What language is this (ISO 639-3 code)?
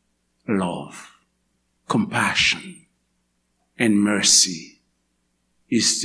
hat